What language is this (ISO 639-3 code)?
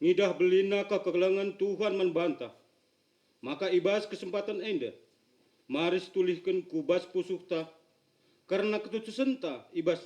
btx